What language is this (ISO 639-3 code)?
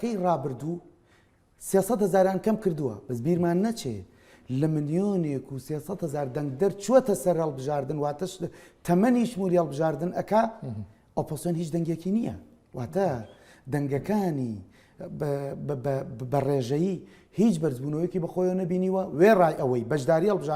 ckb